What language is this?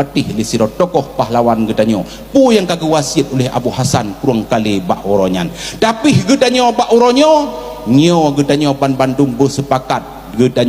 Achinese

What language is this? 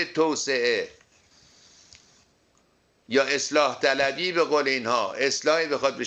Persian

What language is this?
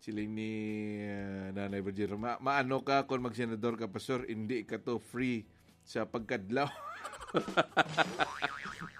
Hiligaynon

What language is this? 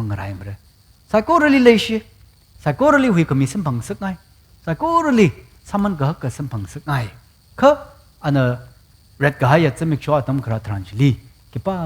Tangkhul Naga (India)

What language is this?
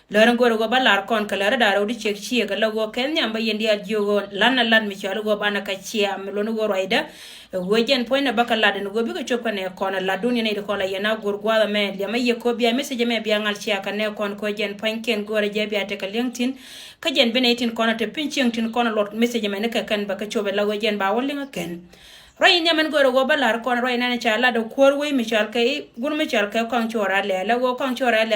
Nuer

